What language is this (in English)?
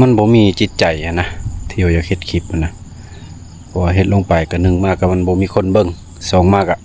Lao